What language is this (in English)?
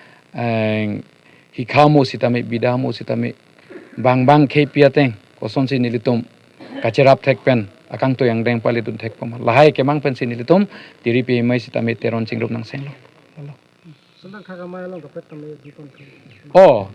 Karbi